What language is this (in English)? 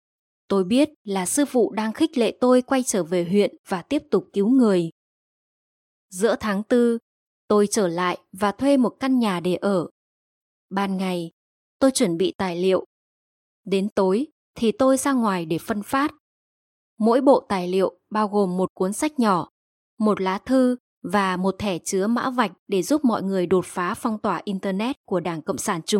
Vietnamese